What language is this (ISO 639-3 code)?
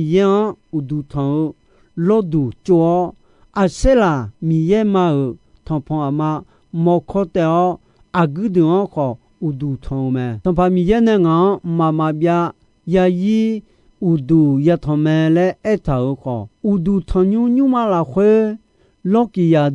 ahk